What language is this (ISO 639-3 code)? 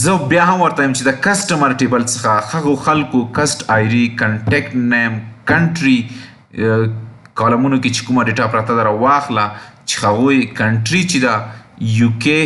pus